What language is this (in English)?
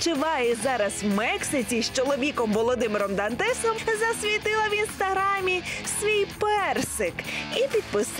Ukrainian